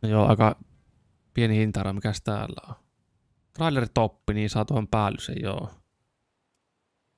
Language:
Finnish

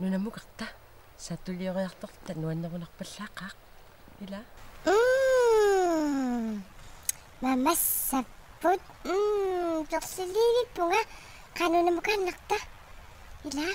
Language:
Kalaallisut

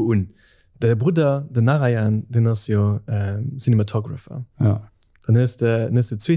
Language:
Luxembourgish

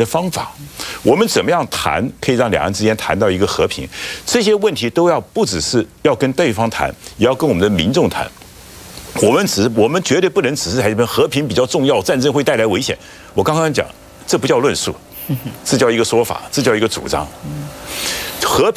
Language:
Chinese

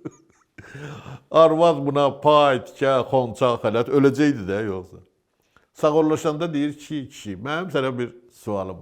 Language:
Azerbaijani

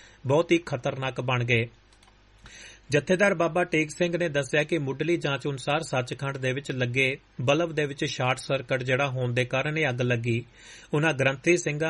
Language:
Punjabi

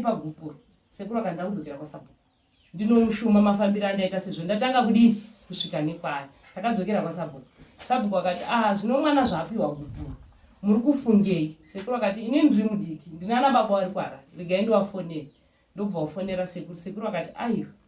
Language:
Shona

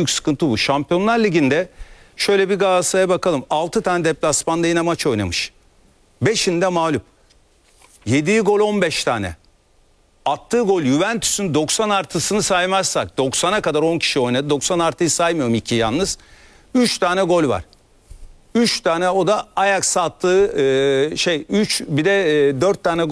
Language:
Turkish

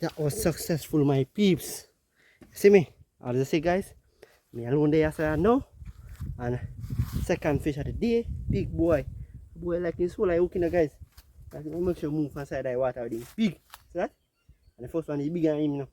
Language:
Jamaican Creole English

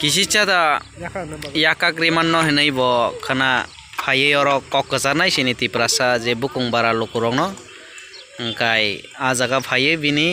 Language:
Kok Borok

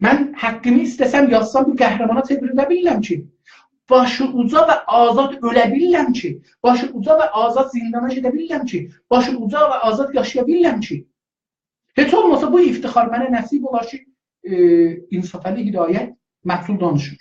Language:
South Azerbaijani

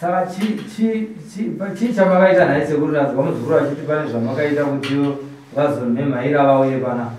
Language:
Shona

